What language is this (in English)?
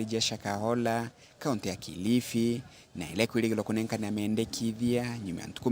Meru